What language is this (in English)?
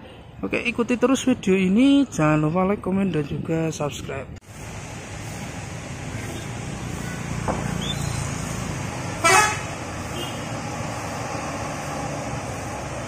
Indonesian